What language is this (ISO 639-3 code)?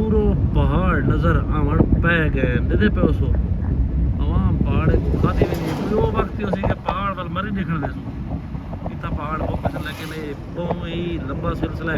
skr